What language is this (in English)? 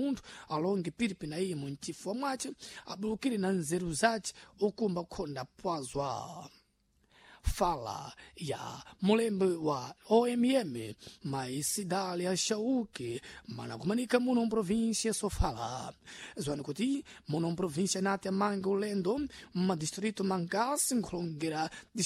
Sena